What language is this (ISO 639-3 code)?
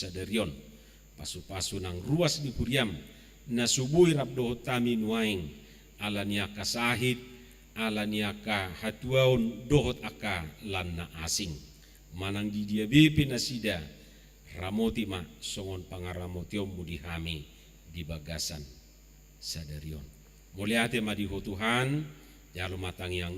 bbc